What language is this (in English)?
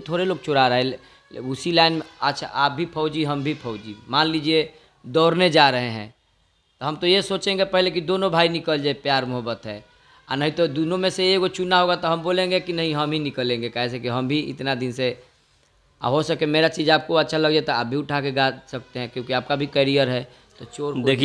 Bhojpuri